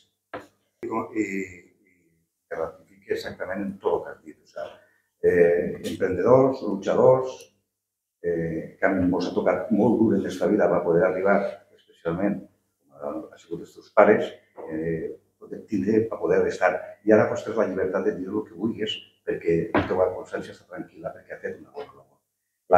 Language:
Catalan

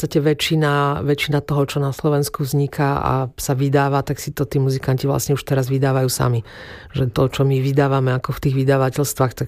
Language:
Slovak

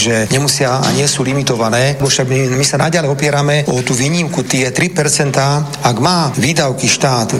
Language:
Slovak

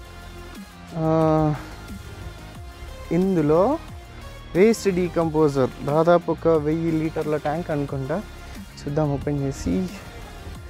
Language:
Telugu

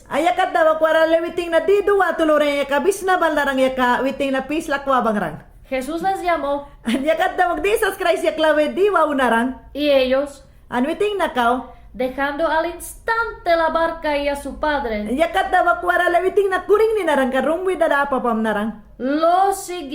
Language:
Mayangna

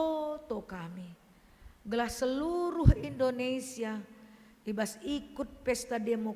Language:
Batak Karo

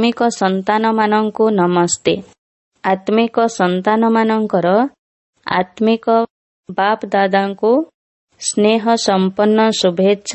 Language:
Odia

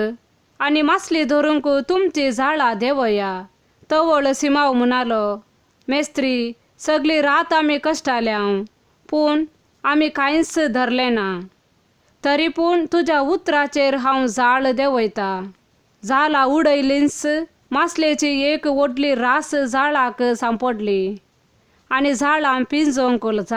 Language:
Konkani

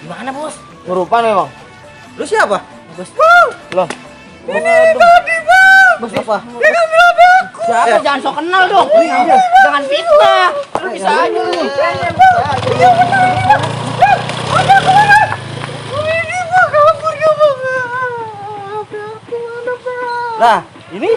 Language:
Betawi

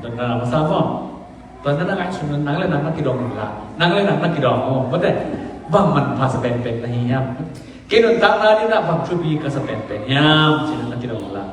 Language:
Tedim Chin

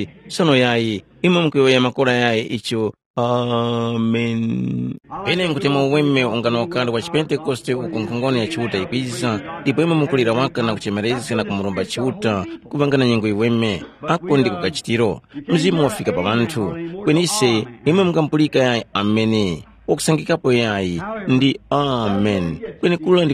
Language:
Tumbuka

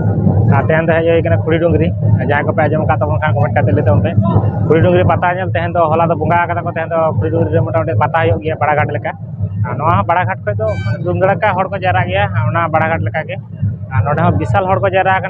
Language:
Santali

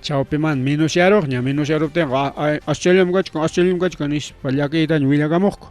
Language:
Ayacucho Quechua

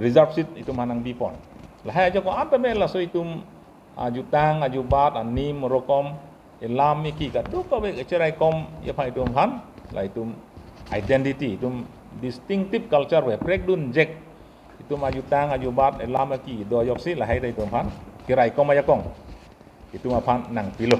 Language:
Karbi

